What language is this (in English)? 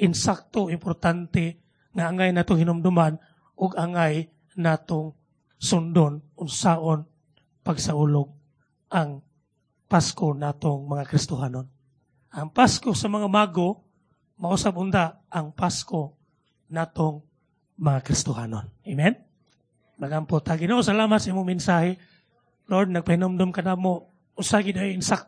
Cebuano